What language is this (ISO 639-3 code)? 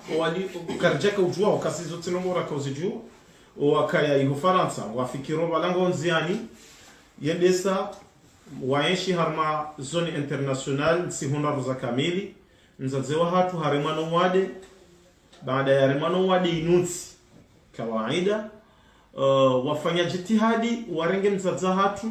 zdj